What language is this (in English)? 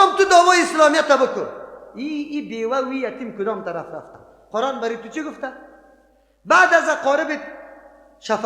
Persian